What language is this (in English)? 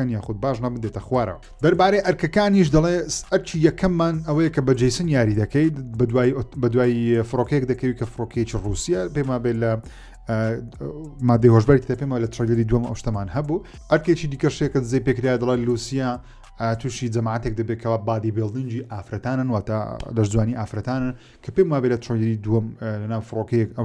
Central Kurdish